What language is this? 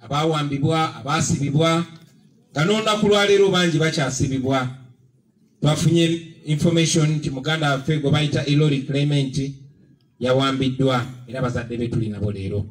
Ganda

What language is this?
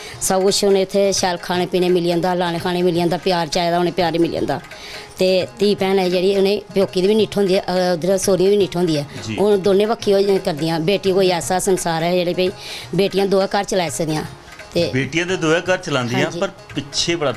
Dogri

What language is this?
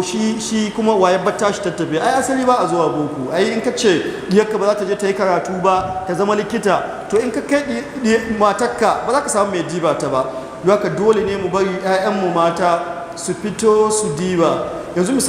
Hausa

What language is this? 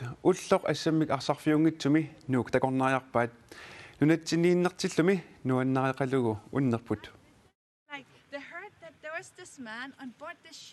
Kalaallisut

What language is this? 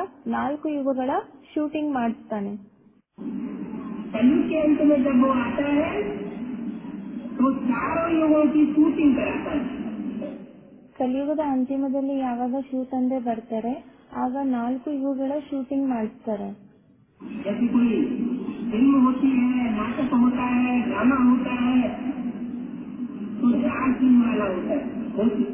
Kannada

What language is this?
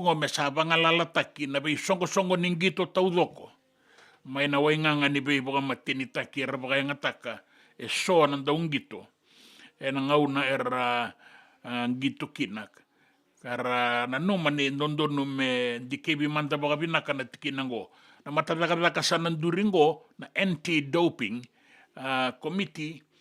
Fijian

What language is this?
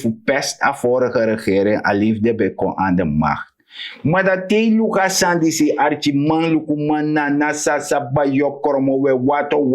Sranan Tongo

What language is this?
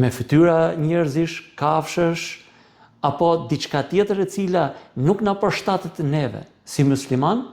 Albanian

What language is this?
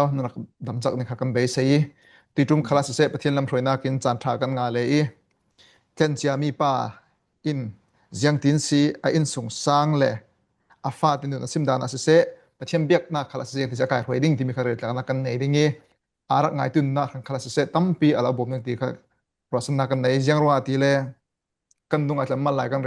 Falam Chin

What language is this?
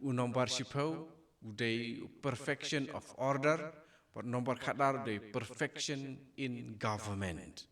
Khasi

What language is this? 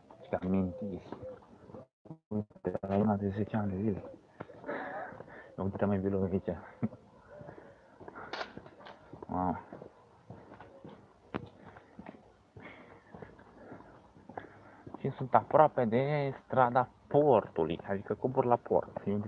Romanian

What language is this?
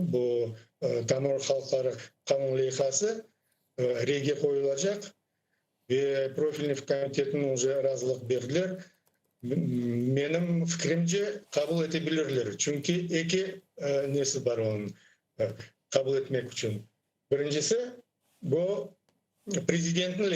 Crimean Tatar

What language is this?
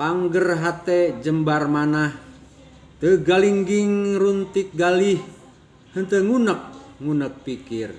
Sundanese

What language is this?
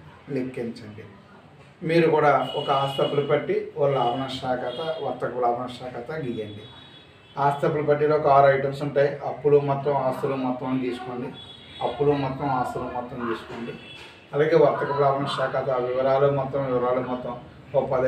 Telugu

